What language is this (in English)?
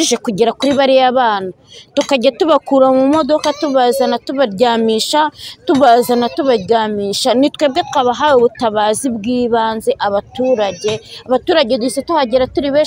Kinyarwanda